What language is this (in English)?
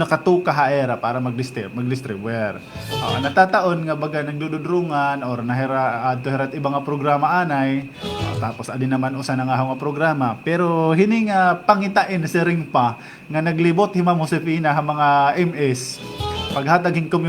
Waray